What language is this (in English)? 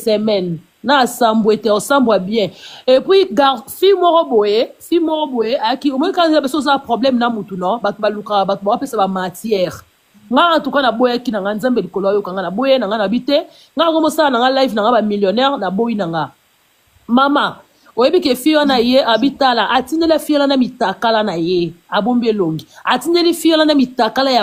Lingala